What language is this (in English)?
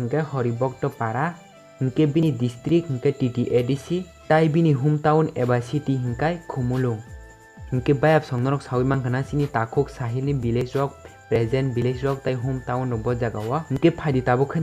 Kok Borok